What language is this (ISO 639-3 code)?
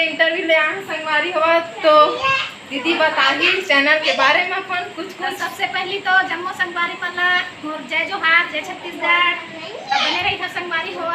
hne